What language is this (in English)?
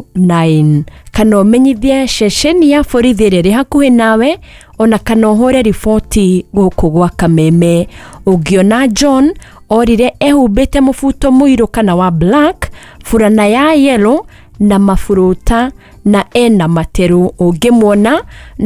Kikuyu